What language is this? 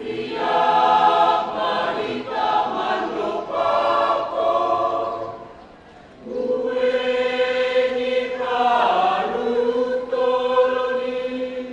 Batak Simalungun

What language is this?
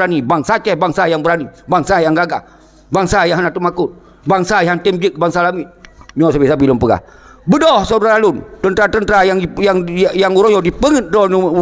Achinese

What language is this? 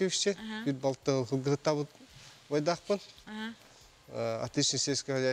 Yakut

